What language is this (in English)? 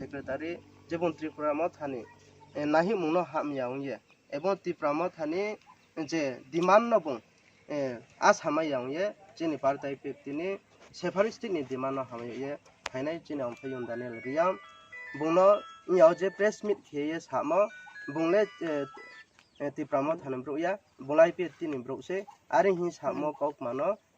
Riang (India)